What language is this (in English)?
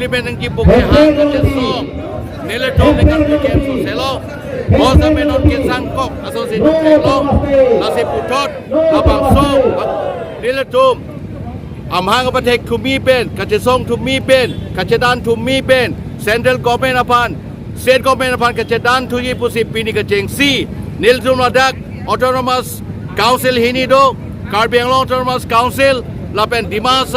Karbi